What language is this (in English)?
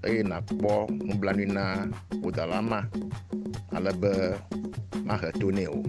Ewe